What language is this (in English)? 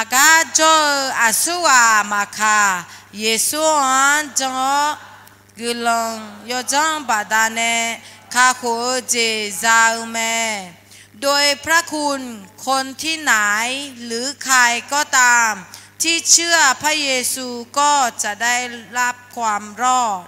Akha